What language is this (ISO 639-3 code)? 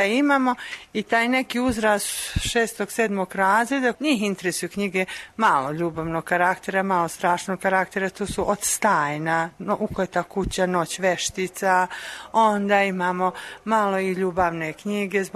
srp